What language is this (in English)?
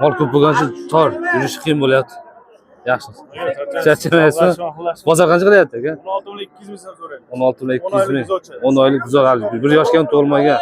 Uzbek